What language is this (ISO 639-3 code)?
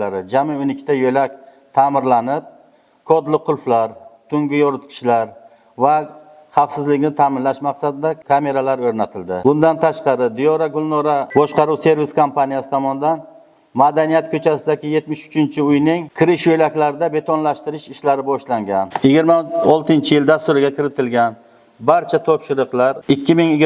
uzb